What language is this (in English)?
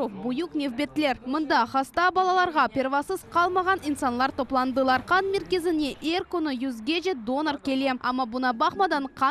Crimean Tatar